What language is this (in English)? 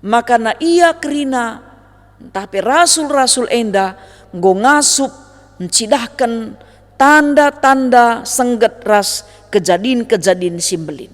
Batak Karo